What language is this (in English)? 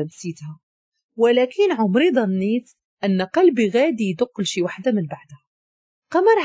Moroccan Arabic